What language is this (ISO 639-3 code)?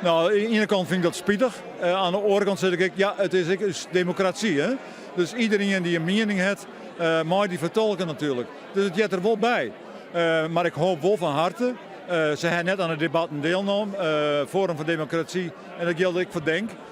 fry